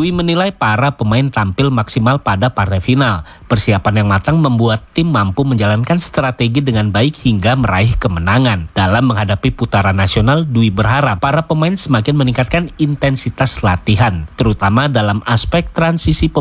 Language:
Indonesian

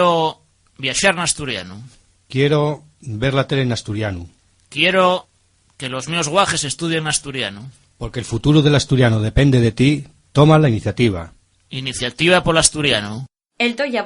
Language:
Asturian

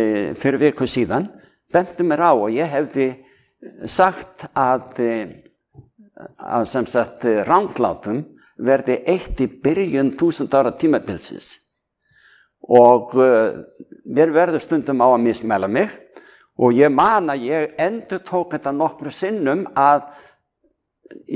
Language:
Icelandic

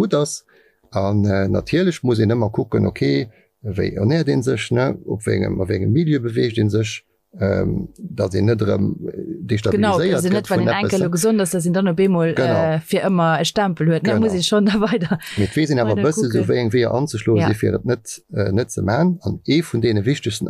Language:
Luxembourgish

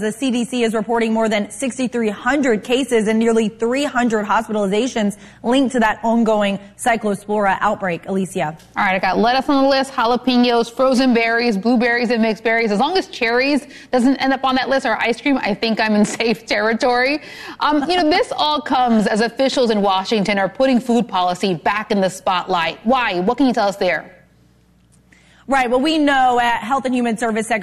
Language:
English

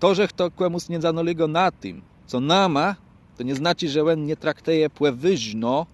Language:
Kashubian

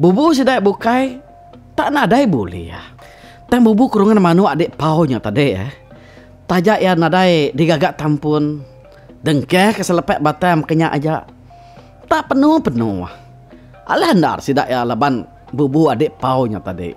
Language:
Iban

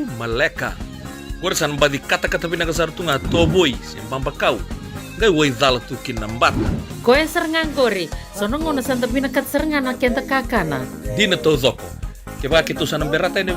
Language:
Fijian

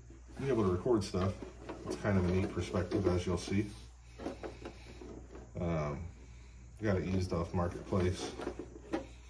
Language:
English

